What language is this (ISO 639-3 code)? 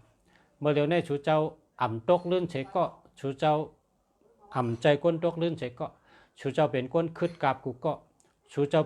shn